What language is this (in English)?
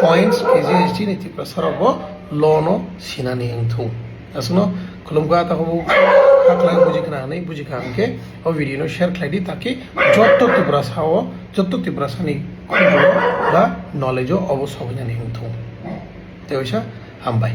Kok Borok